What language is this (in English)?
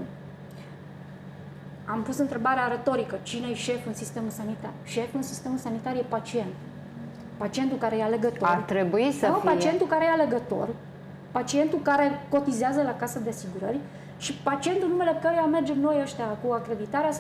Romanian